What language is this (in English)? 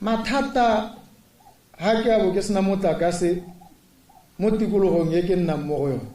Tswana